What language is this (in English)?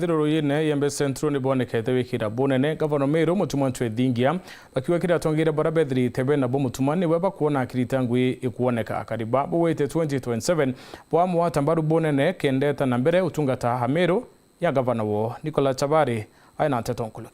Meru